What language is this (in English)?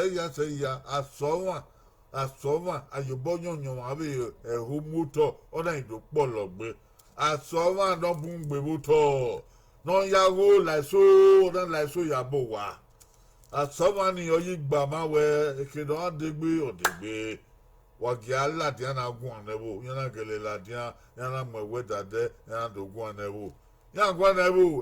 Bini